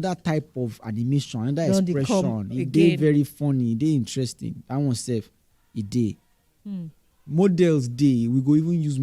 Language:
Nigerian Pidgin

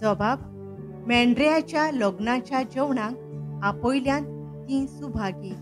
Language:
Konkani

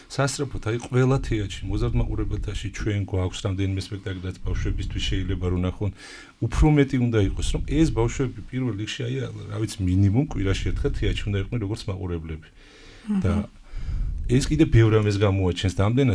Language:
Georgian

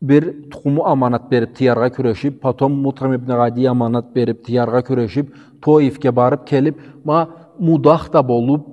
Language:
Karachay-Balkar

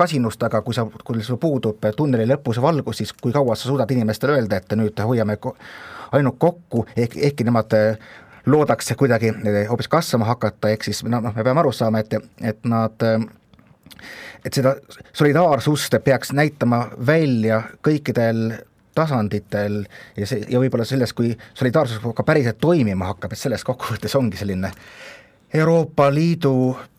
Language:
Estonian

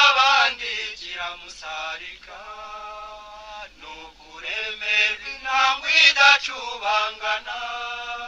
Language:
Kinyarwanda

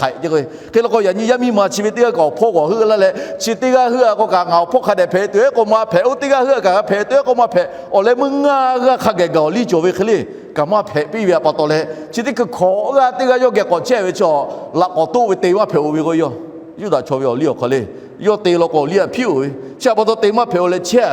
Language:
Lahu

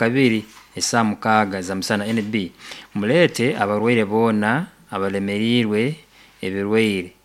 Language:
Nyankole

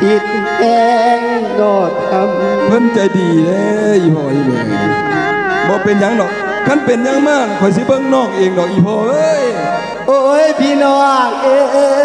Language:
Lao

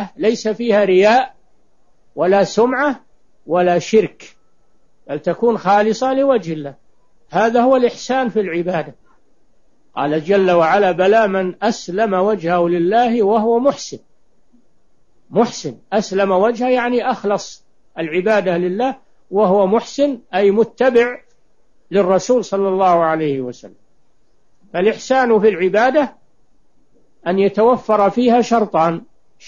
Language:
Arabic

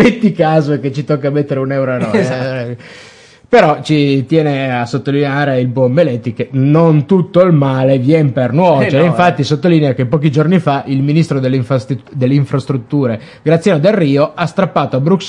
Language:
Italian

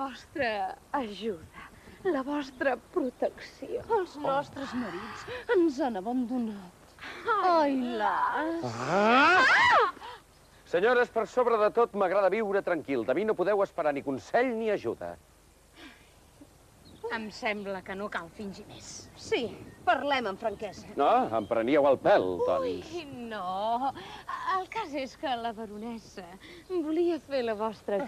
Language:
Catalan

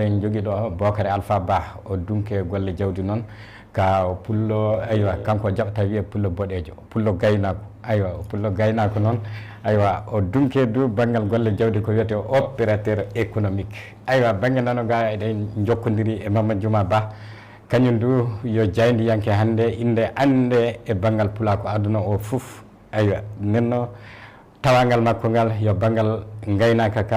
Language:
Fula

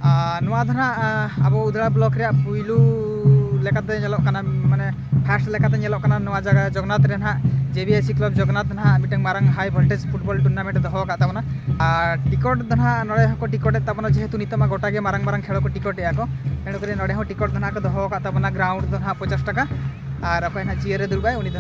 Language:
Santali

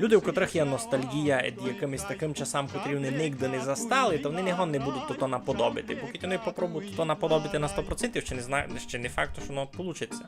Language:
Rusyn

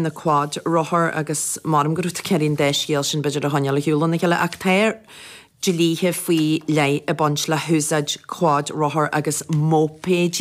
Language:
Irish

